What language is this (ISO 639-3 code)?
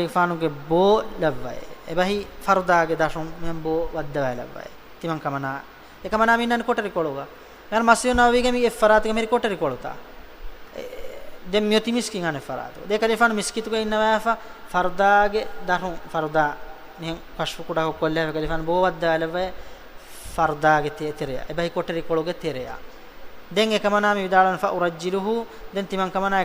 div